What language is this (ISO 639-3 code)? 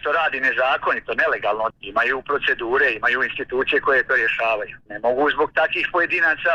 hrv